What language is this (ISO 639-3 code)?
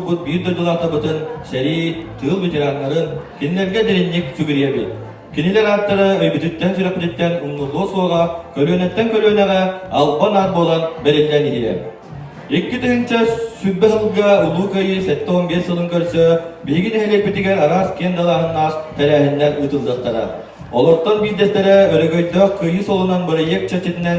sah